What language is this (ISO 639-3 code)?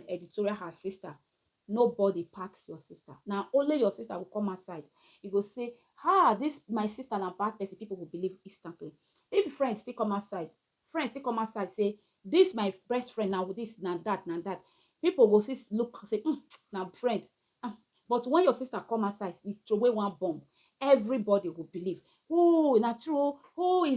pcm